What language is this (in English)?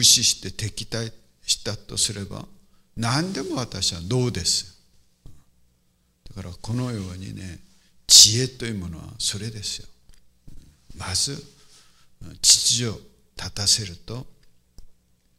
Japanese